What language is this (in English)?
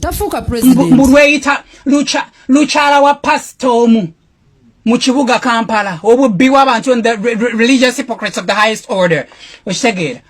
Ganda